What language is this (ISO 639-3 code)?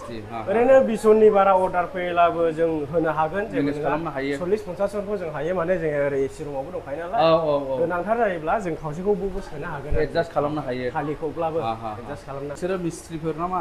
brx